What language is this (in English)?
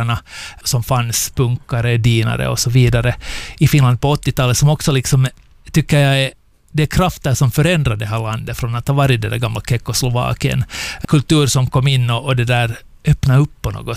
Swedish